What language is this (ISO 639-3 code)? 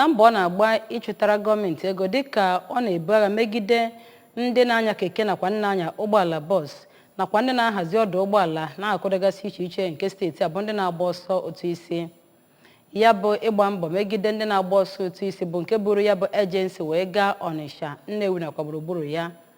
ibo